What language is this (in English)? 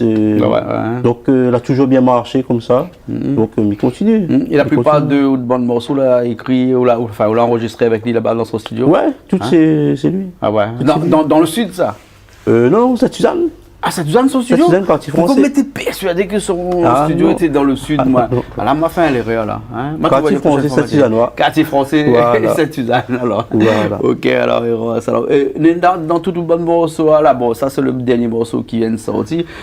Réunion Creole French